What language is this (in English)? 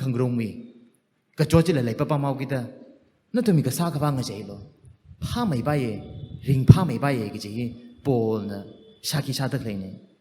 Tangkhul Naga (India)